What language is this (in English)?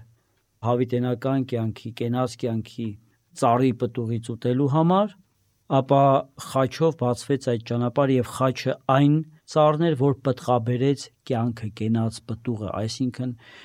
Armenian